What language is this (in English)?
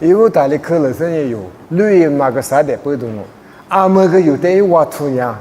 Lisu